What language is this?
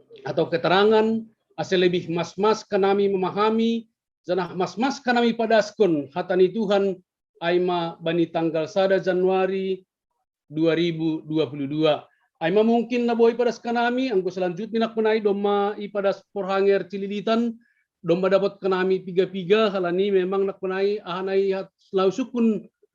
Batak Simalungun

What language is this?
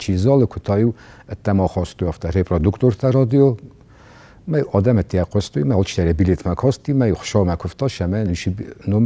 Ossetic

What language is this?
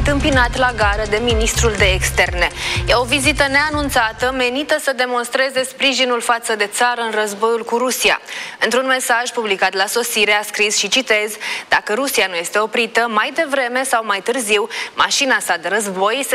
Romanian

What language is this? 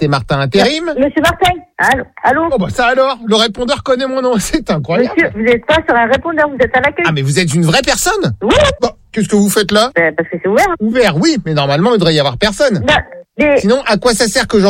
French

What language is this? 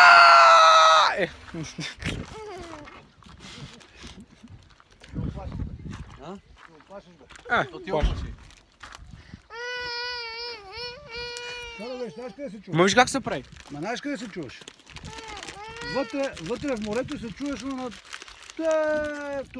Bulgarian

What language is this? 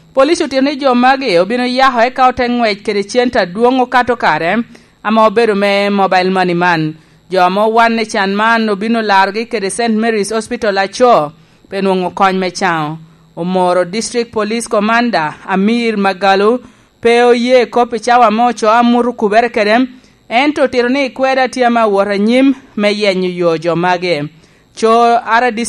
Lango (Uganda)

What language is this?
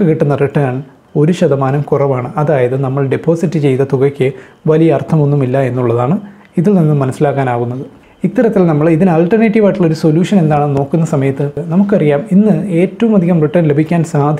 Malayalam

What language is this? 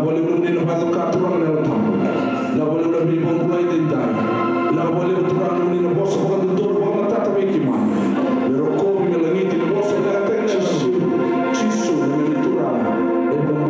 Fijian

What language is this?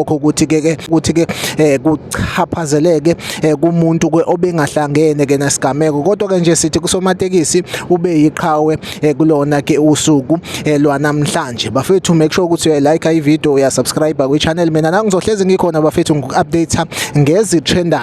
Zulu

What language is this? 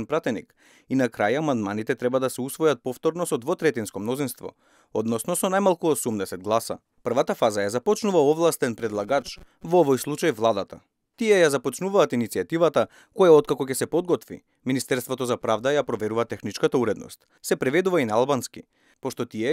Macedonian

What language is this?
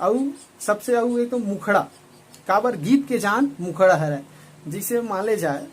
Chhattisgarhi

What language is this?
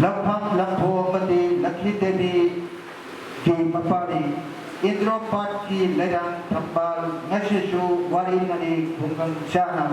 Manipuri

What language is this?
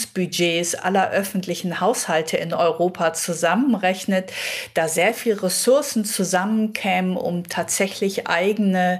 German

